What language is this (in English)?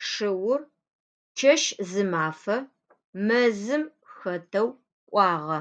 Adyghe